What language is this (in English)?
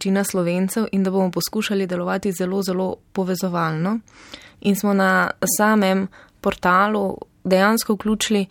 Slovenian